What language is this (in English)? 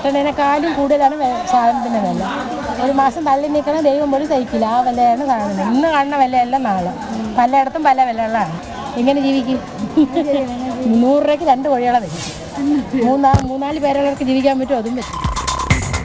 Malayalam